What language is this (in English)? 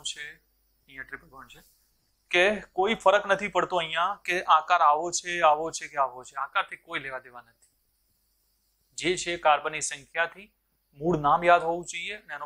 Gujarati